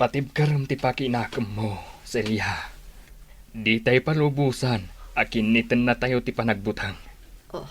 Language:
Iloko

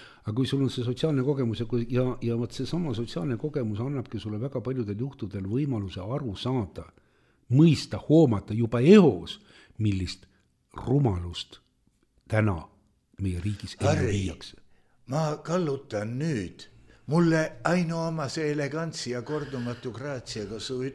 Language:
Estonian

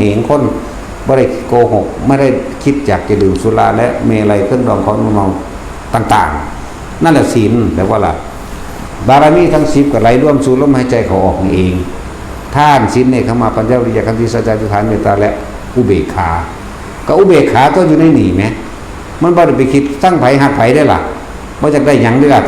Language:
Northeastern Thai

